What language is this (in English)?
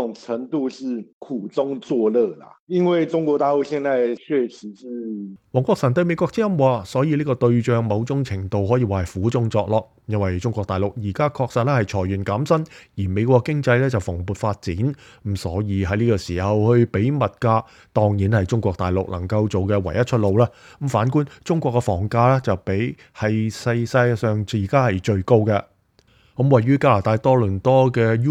Cantonese